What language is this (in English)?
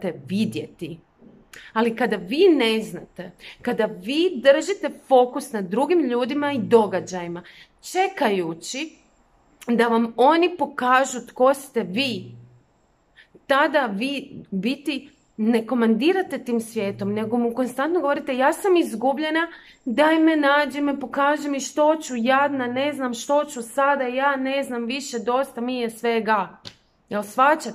Croatian